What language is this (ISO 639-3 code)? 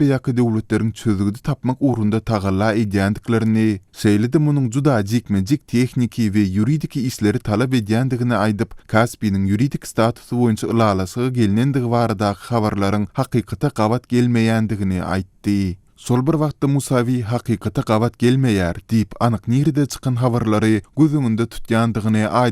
tuk